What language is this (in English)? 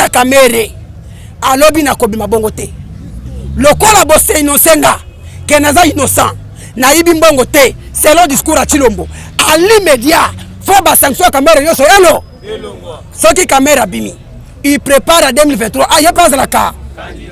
Lingala